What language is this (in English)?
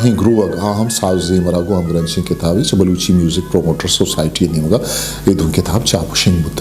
Eastern Balochi